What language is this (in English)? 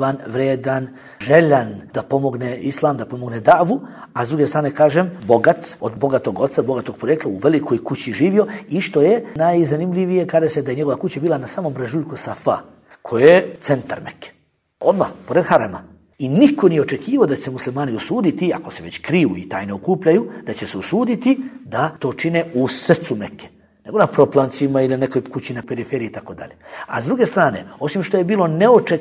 Bosnian